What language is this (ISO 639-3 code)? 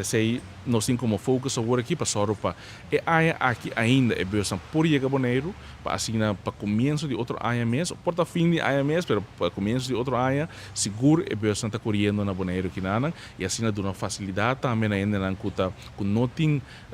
pap